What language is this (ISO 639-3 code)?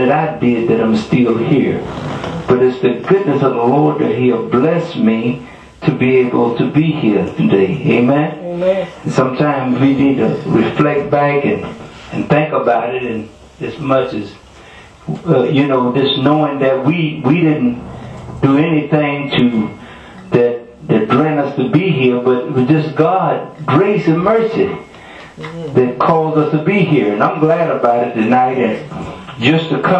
eng